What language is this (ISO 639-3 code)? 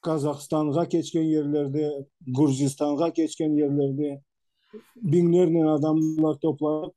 crh